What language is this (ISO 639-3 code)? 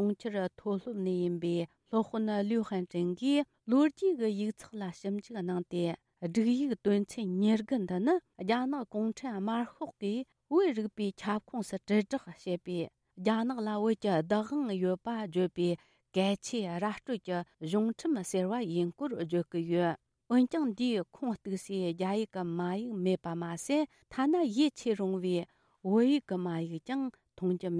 bod